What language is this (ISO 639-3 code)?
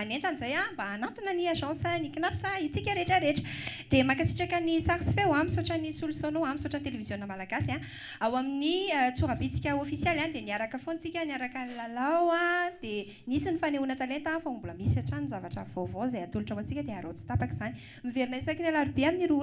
mlg